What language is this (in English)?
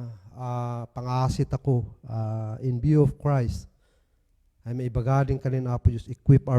Kankanaey